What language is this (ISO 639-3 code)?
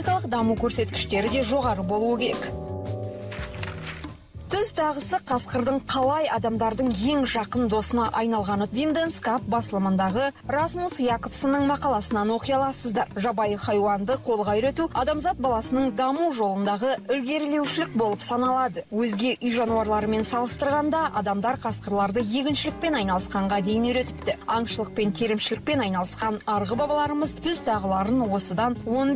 kaz